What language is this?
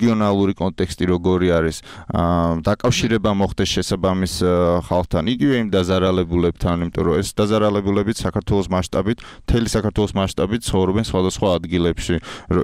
Georgian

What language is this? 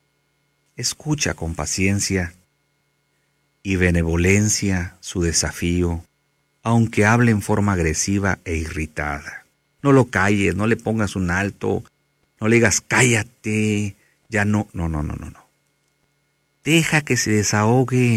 Spanish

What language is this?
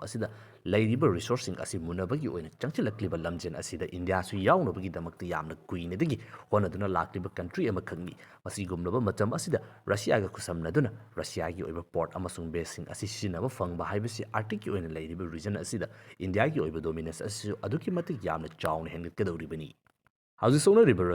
Manipuri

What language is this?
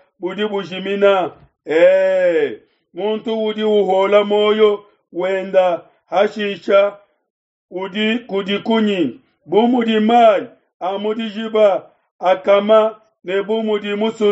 Luba-Lulua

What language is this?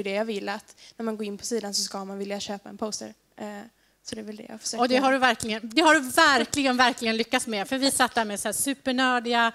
Swedish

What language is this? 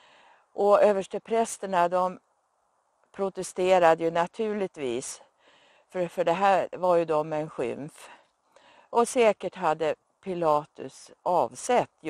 Swedish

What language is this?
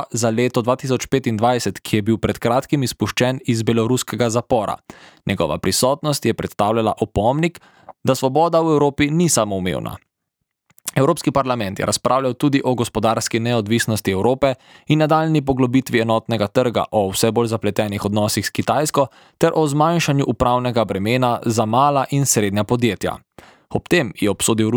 Slovenian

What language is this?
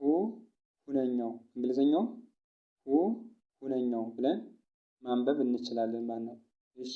Amharic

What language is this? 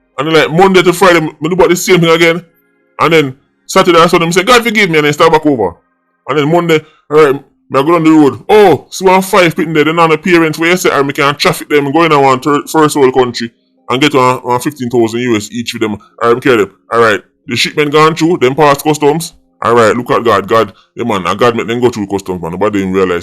Jamaican Creole English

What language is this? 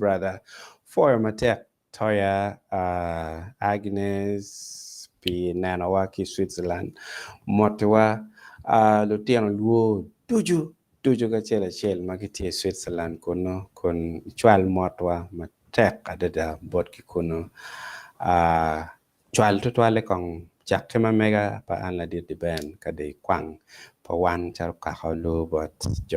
Acoli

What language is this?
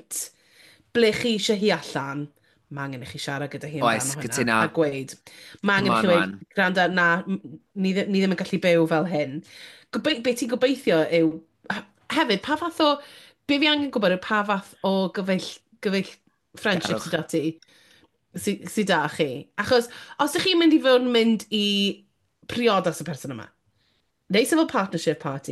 Welsh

